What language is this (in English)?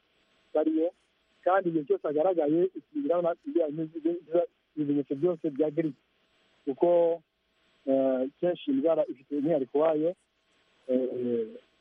Kinyarwanda